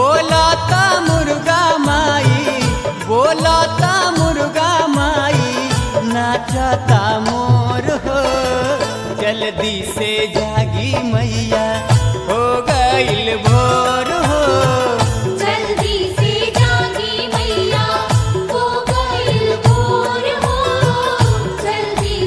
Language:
Bhojpuri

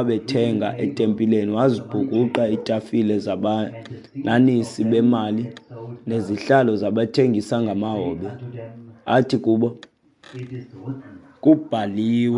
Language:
Xhosa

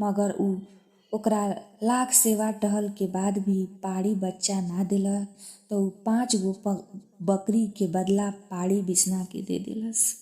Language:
Bhojpuri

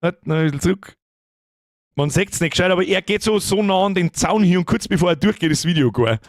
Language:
Bavarian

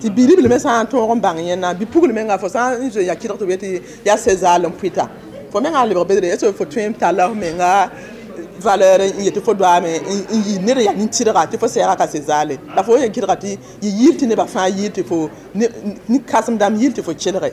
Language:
Mossi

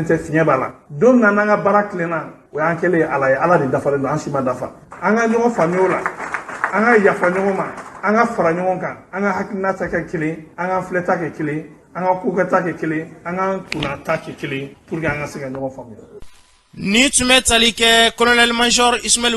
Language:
Bambara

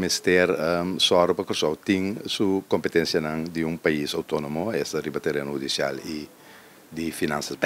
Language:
Papiamento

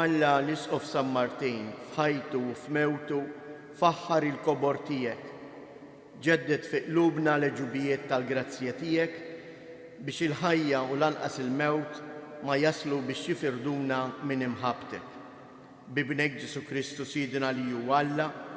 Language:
Maltese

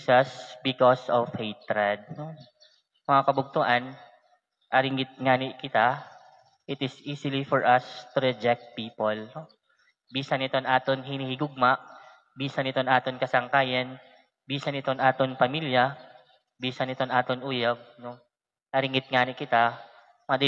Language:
Waray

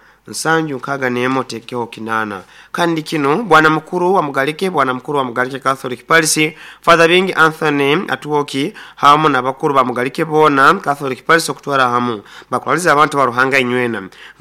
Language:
Nyoro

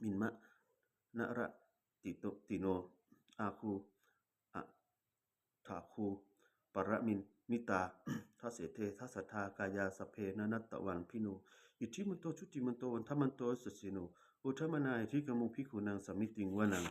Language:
Pali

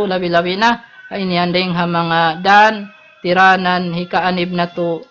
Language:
Tausug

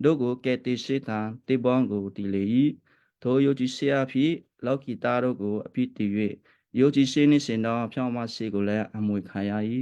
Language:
Western Kayah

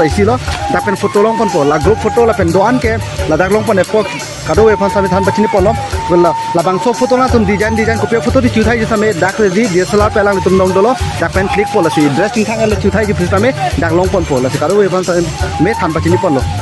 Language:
Karbi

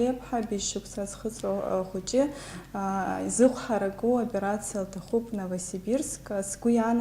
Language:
Abkhazian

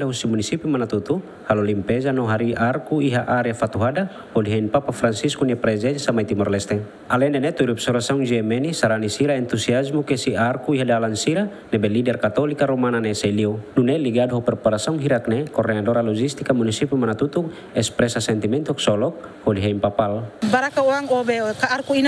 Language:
Tetum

